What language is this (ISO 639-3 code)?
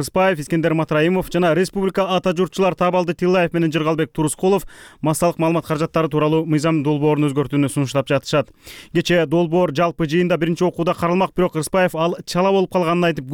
kir